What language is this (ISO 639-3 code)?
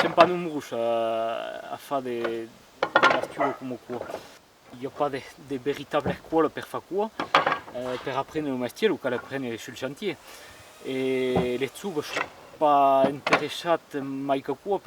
oci